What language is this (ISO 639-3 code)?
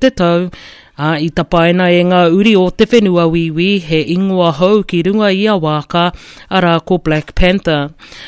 mri